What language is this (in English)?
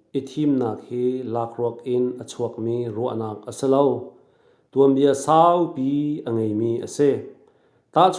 Hakha Chin